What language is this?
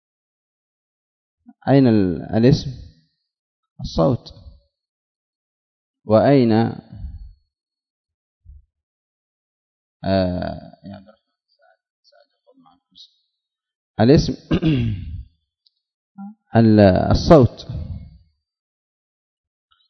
Arabic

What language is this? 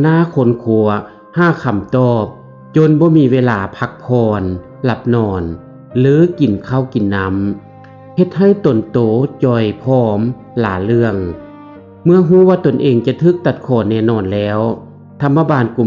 Lao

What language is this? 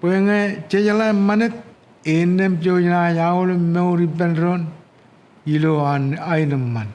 Marshallese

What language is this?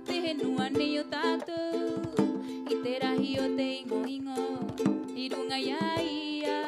Rapanui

